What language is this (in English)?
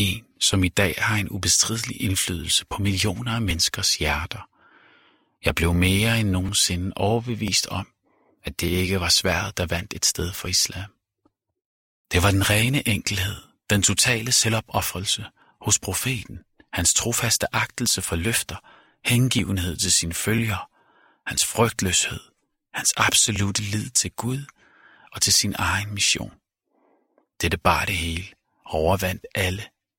Danish